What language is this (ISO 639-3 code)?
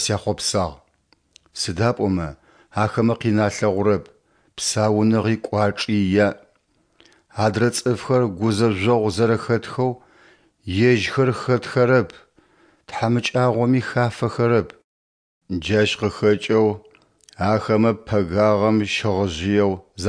ady